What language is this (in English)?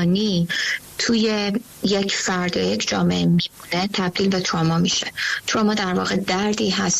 Persian